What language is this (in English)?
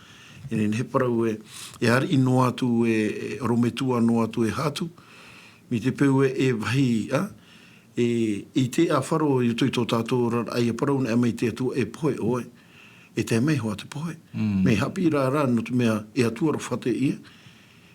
Tahitian